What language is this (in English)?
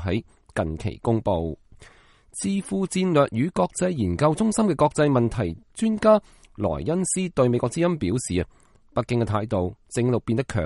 Cantonese